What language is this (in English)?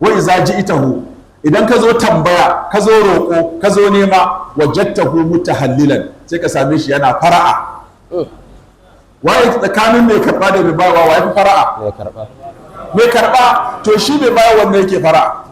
Hausa